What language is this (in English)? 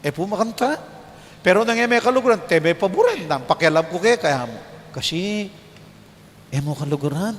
Pampanga